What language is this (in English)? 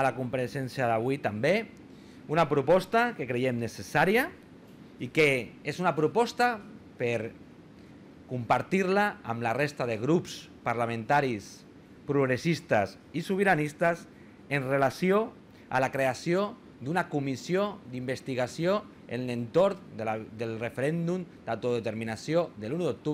Catalan